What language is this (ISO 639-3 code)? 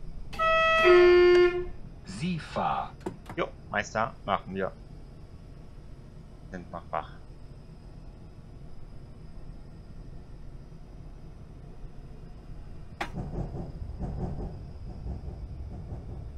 deu